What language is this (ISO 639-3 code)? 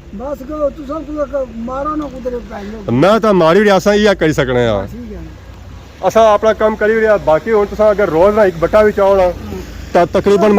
phr